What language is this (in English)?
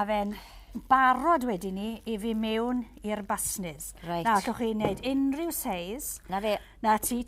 Welsh